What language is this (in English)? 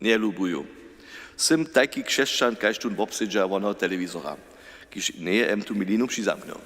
Upper Sorbian